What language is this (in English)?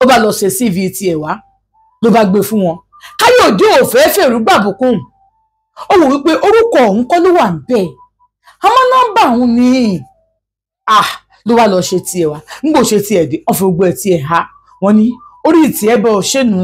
Yoruba